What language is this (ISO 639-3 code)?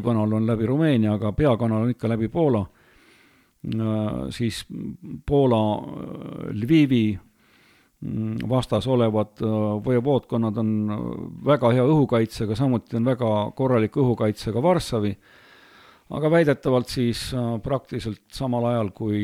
est